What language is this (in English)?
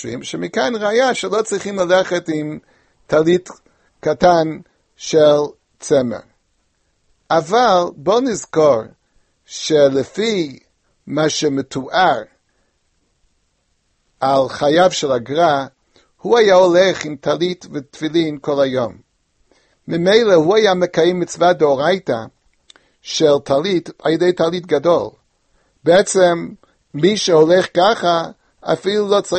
Hebrew